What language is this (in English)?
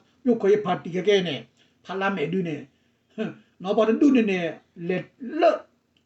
S'gaw Karen